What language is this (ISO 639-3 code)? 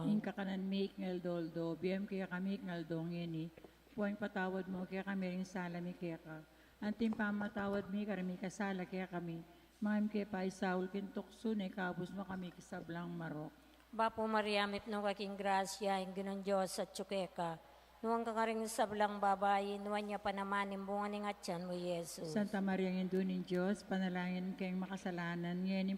pam